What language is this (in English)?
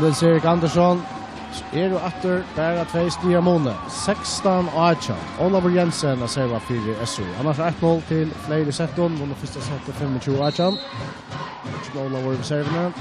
Faroese